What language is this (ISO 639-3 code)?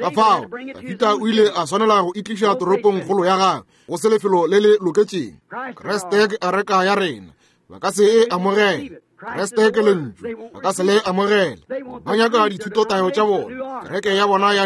nso